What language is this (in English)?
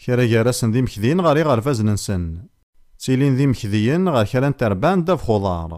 Kabyle